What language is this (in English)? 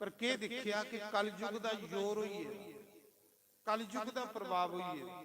Dogri